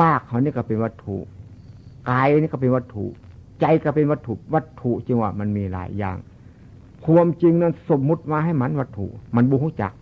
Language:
Northeastern Thai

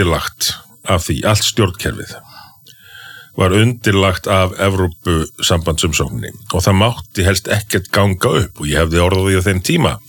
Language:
Icelandic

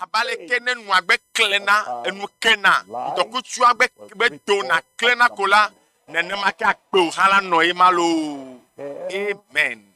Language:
Ewe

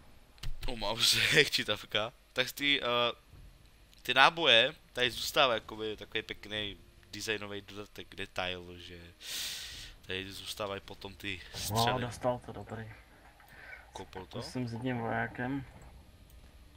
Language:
Czech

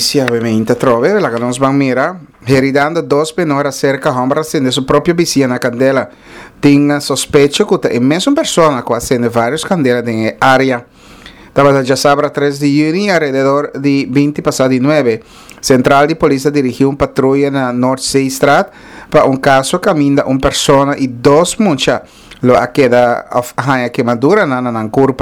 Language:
Papiamento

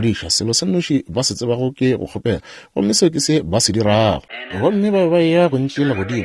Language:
Northern Sotho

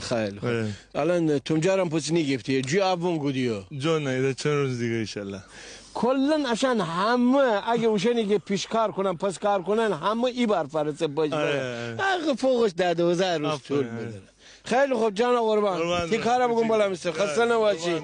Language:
Gilaki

